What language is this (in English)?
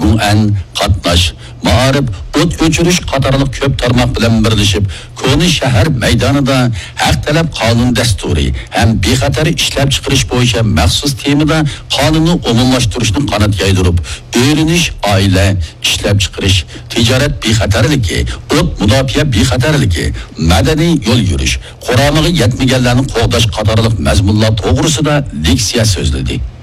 Uyghur